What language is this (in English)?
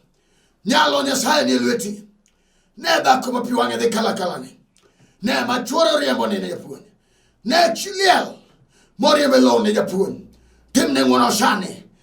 Luo (Kenya and Tanzania)